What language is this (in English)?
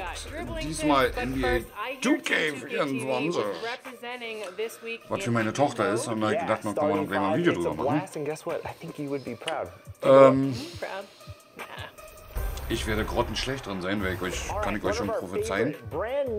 German